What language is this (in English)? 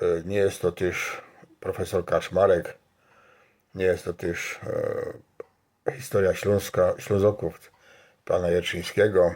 Silesian